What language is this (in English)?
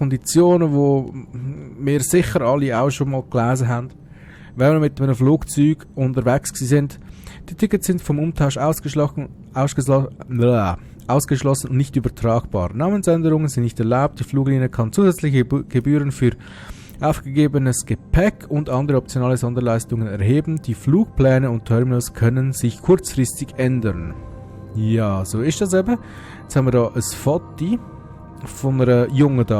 Swiss German